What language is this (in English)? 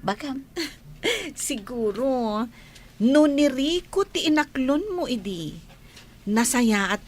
Iloko